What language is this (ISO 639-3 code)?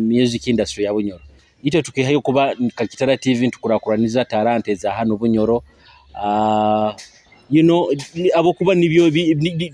nyo